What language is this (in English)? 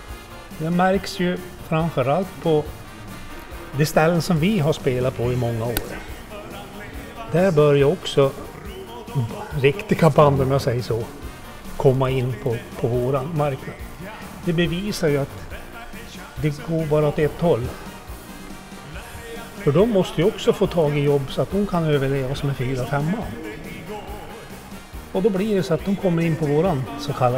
Swedish